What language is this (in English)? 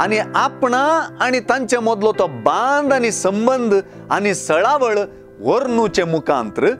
Konkani